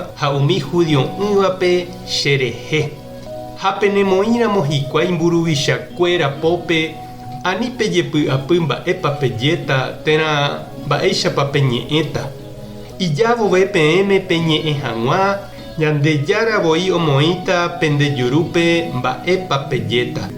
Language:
Guarani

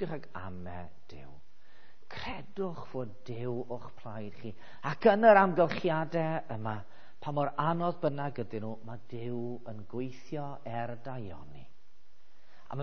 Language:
Welsh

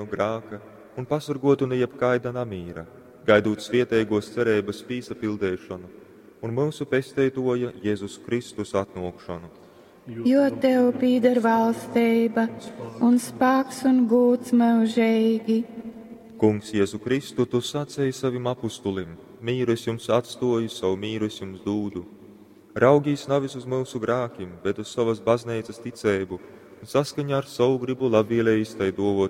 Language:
Latgalian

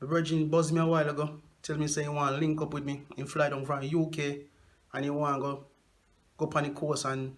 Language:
Jamaican Creole English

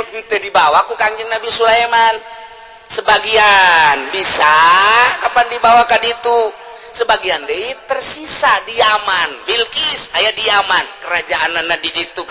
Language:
Sundanese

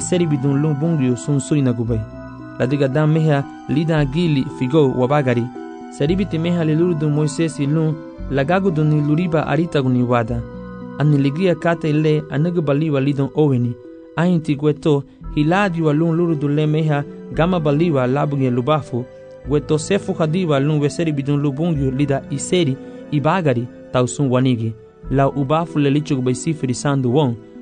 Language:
Garifuna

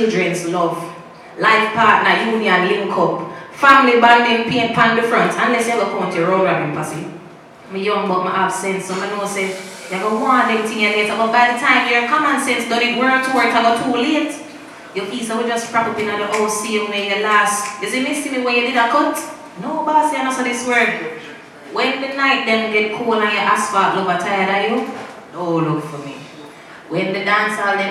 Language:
Jamaican Creole English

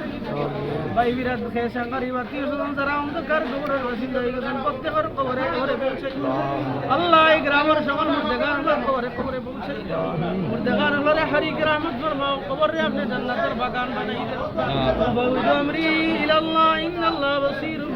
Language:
Sylheti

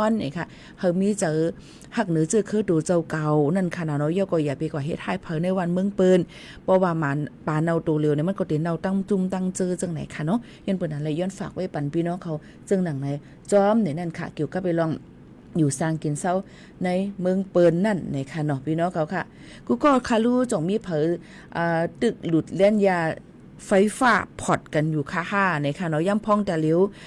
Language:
Shan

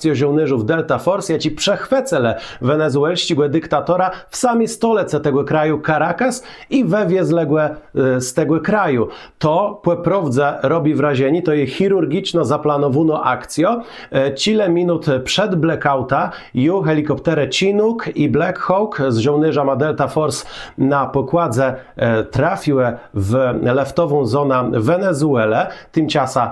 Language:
Kashubian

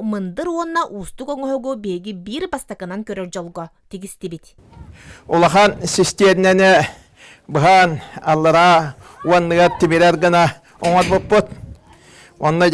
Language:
Yakut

